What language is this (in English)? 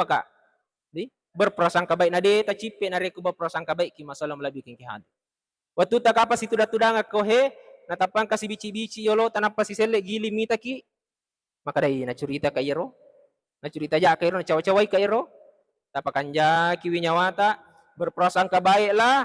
Buginese